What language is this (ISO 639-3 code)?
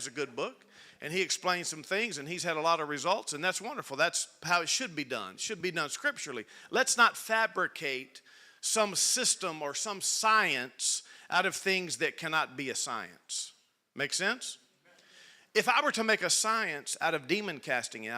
eng